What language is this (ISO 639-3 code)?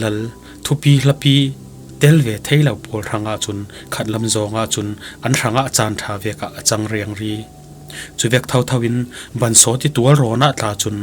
cfm